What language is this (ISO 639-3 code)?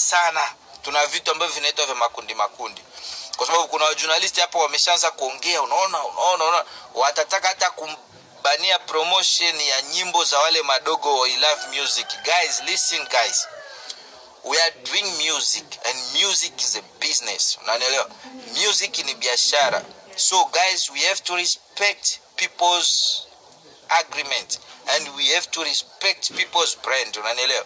swa